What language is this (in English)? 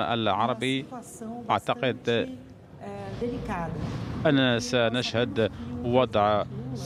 Arabic